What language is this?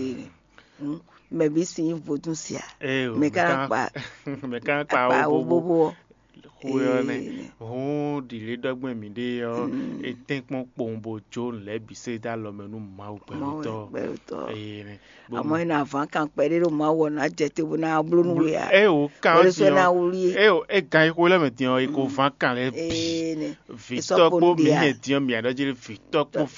Fon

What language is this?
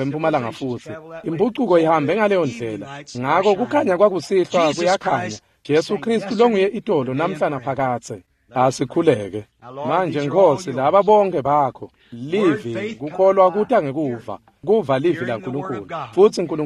Swati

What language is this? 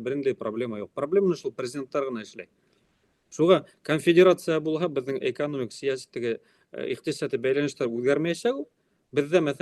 Bashkir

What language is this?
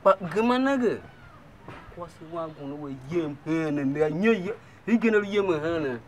Tiv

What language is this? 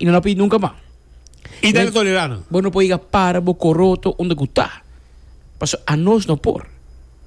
Papiamento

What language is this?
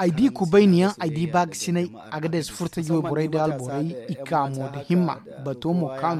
Zarma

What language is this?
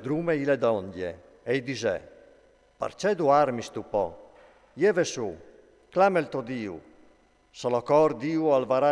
Friulian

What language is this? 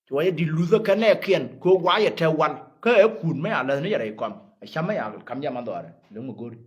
Nuer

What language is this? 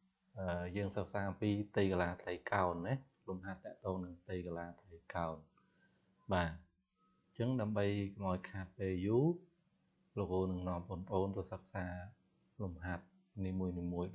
Khmer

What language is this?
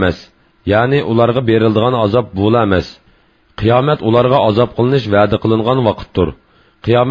Uyghur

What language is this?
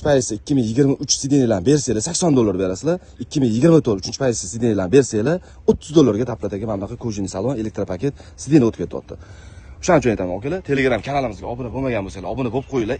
Uzbek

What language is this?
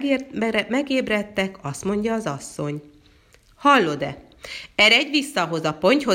Hungarian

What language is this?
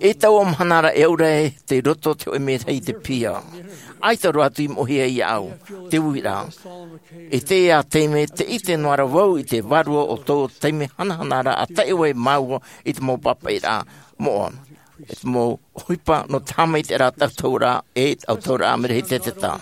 Tahitian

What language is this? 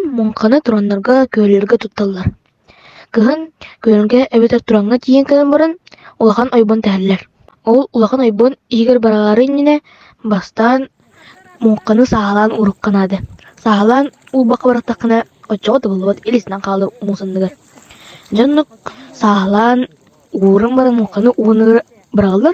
Yakut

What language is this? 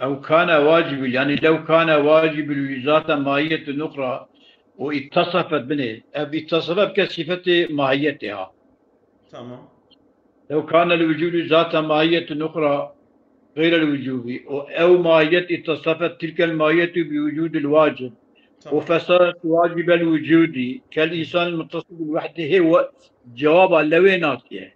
Kurdish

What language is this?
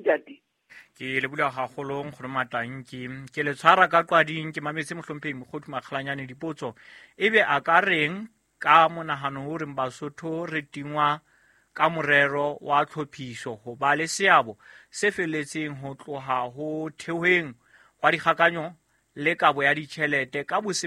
Southern Sotho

